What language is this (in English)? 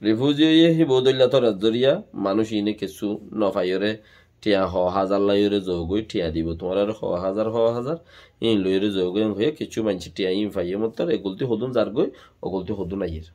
Rohingya